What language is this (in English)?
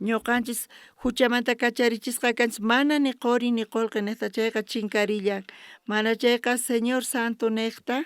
South Bolivian Quechua